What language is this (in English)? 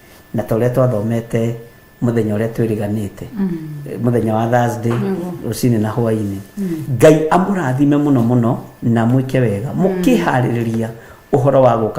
Kikuyu